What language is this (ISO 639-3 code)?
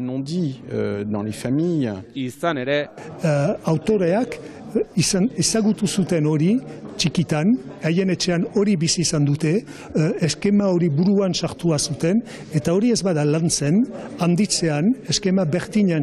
eus